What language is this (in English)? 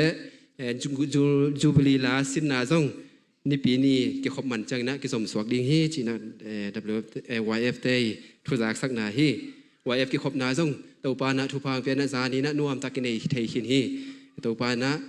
Tedim Chin